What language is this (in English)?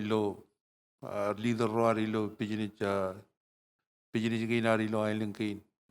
Marshallese